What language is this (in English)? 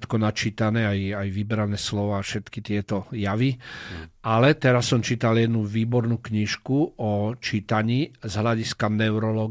Slovak